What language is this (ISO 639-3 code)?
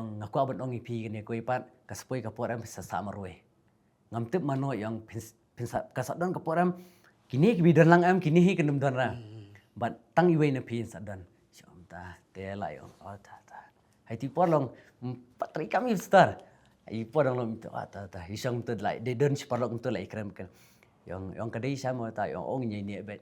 kha